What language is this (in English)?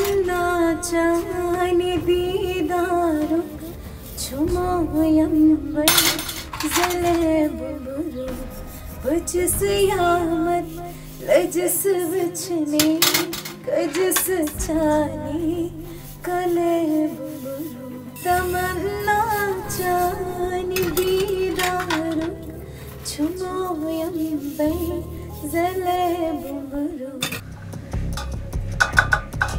Kashmiri